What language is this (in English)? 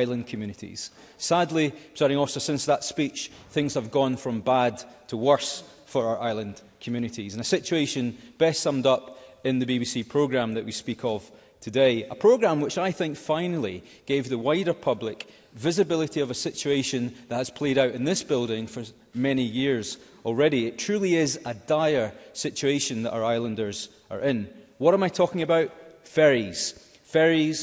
English